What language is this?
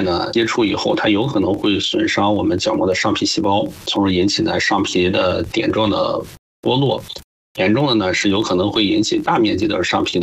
Chinese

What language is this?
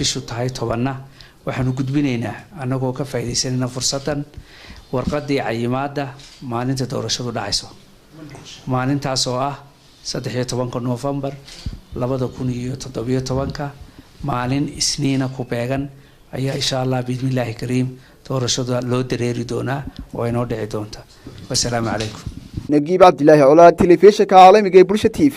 Somali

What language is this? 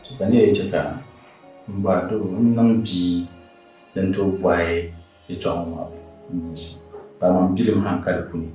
Dagbani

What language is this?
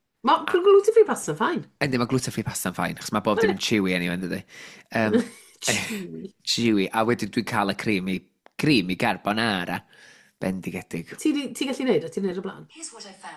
Welsh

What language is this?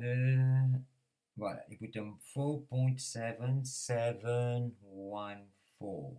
Morisyen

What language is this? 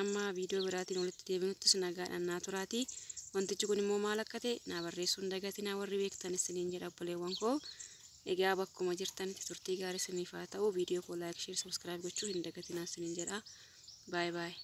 Oromo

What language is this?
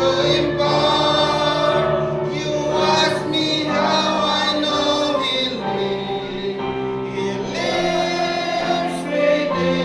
Hiligaynon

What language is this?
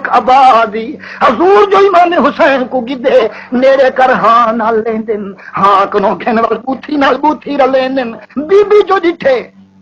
Saraiki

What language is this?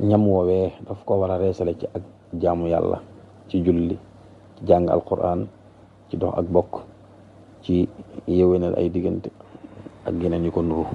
Wolof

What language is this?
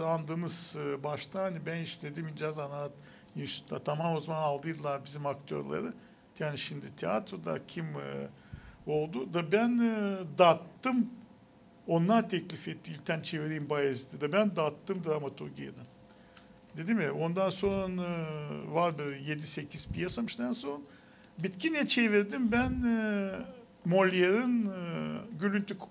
Gagauz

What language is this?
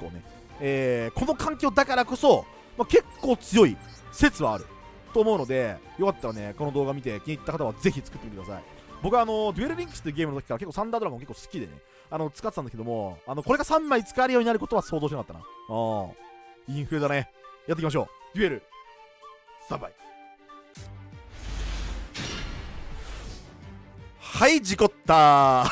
Japanese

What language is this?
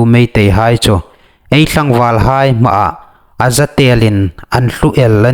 Hmar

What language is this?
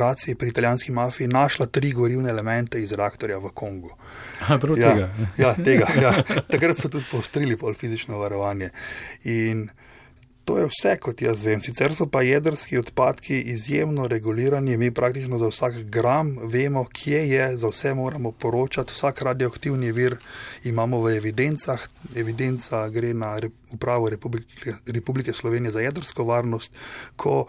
Slovenian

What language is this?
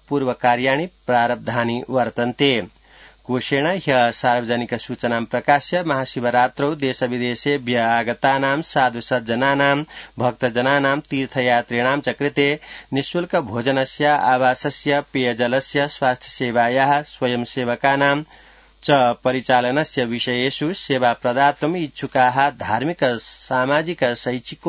Sanskrit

